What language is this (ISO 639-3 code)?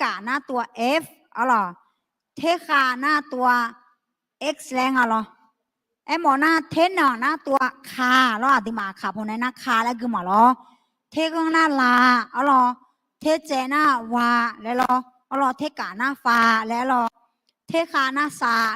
ahk